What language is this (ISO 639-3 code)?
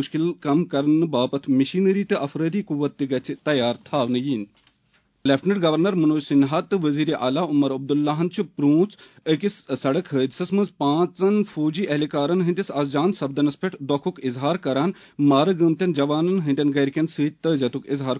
kas